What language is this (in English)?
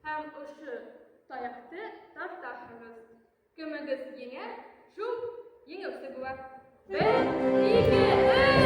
Bashkir